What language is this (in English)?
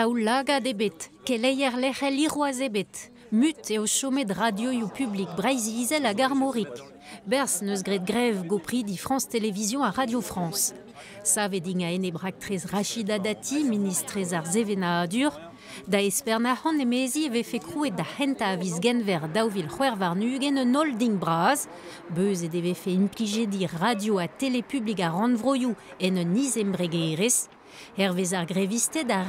Breton